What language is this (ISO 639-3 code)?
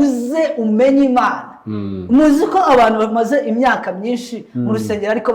kin